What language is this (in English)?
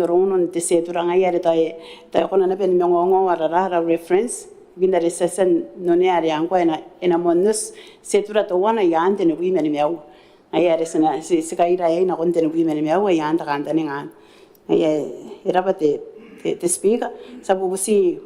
Gilbertese